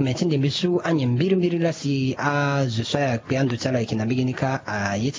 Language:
Sango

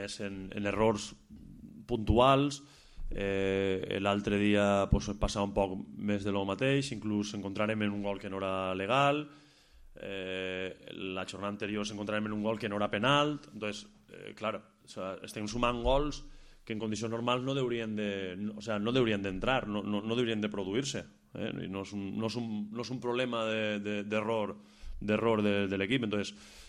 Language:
Catalan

